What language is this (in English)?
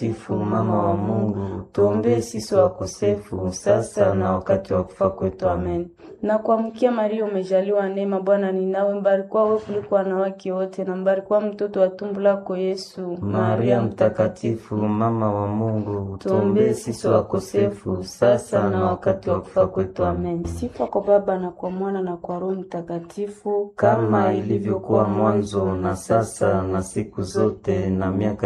Swahili